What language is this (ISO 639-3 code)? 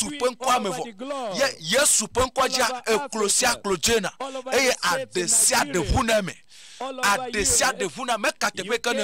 ewe